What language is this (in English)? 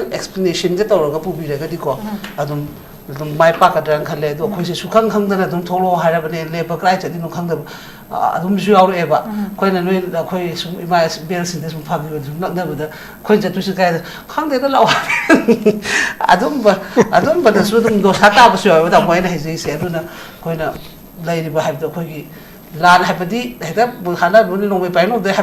Manipuri